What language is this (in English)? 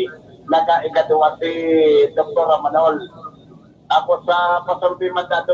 Bikol